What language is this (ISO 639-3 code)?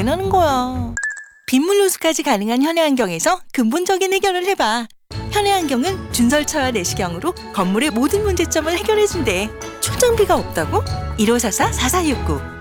kor